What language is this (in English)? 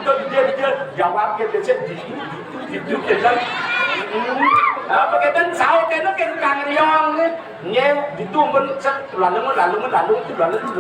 Balinese